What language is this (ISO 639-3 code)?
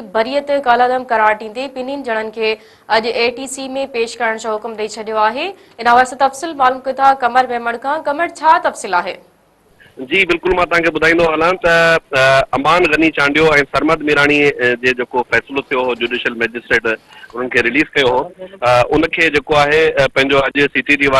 snd